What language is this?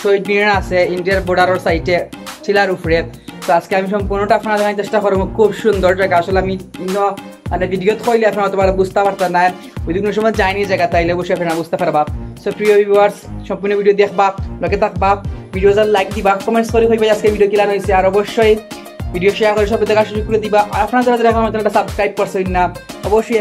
Sylheti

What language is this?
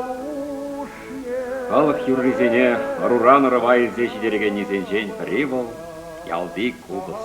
Chuvash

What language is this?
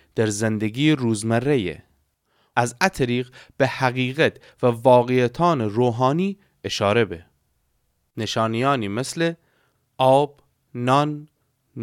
Gilaki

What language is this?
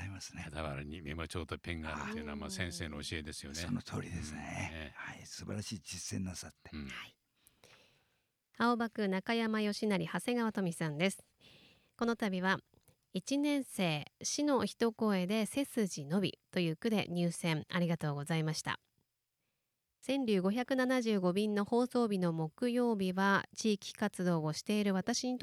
Japanese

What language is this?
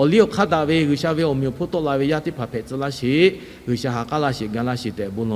Lahu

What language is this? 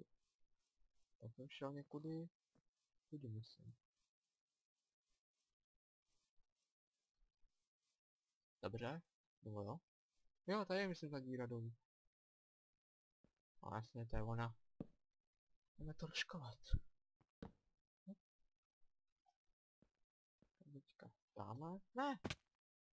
Czech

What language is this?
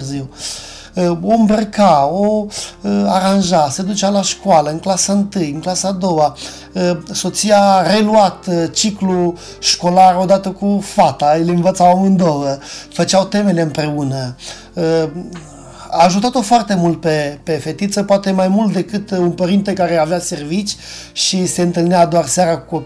Romanian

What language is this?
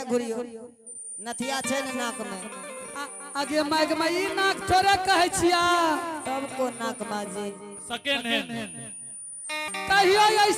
Angika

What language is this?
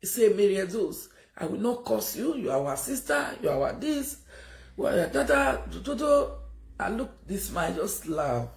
Nigerian Pidgin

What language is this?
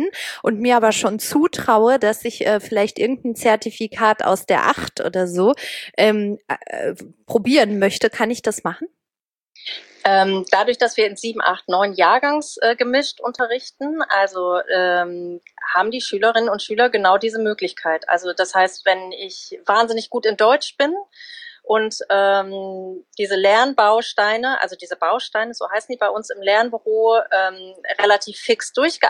German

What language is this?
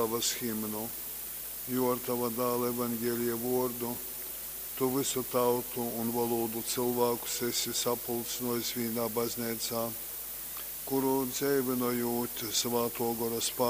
Latgalian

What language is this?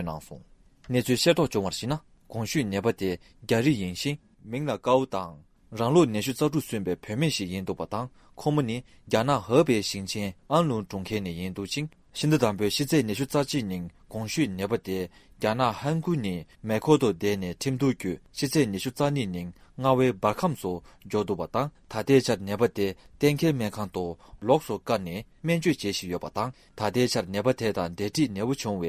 Latvian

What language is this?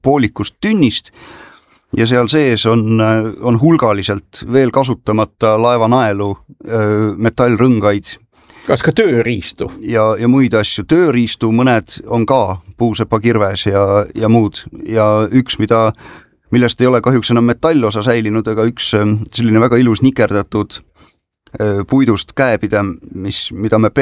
Estonian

